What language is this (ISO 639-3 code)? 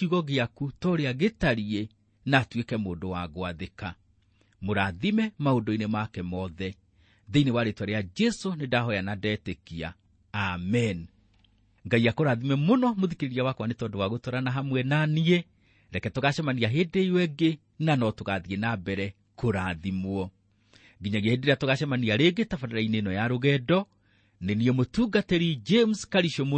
kik